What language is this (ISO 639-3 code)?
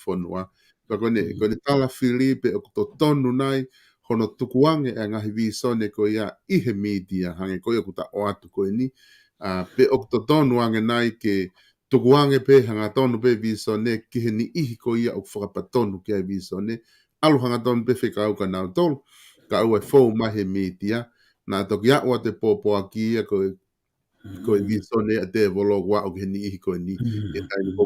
ton